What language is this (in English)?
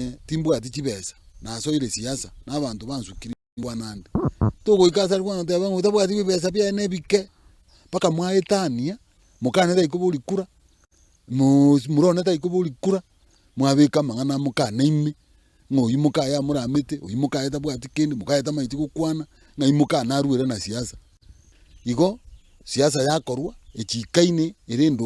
Gusii